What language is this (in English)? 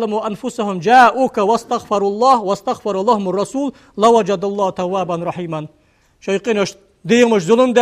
Ingush